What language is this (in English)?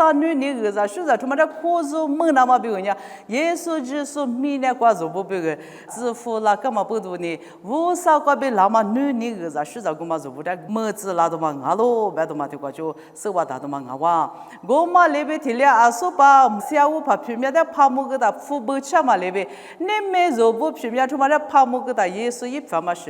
Lisu